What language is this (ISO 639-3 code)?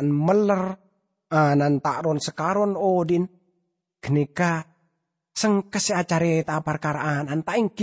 mad